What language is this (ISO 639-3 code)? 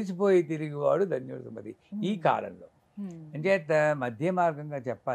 tel